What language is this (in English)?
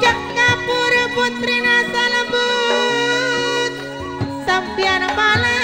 Madurese